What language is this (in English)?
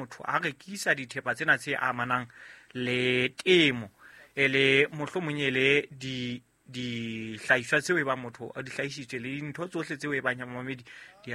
Southern Sotho